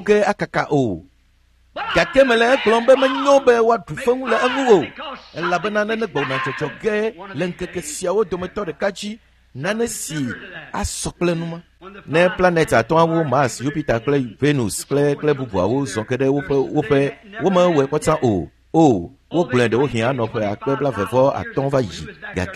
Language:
Ewe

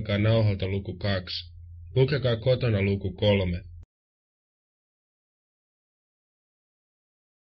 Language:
Finnish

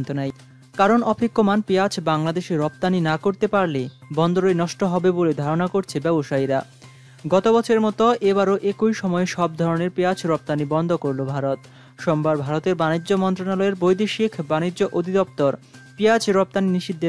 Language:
Bangla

